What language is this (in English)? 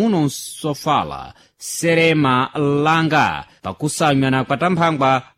Sena